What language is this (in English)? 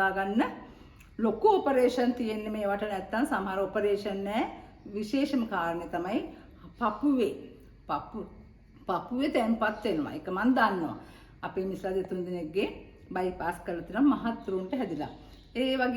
Sinhala